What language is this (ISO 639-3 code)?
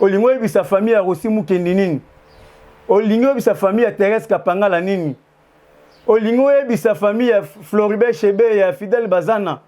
lin